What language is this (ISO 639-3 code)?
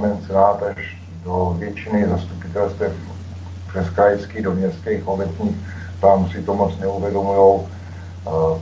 ces